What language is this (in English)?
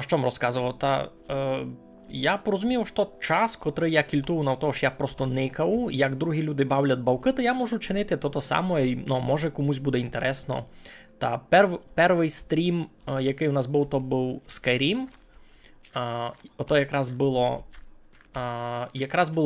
Rusyn